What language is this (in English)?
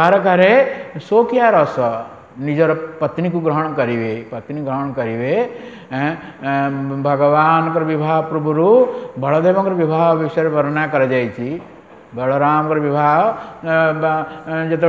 Odia